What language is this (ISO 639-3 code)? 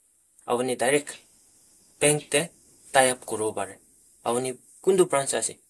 nag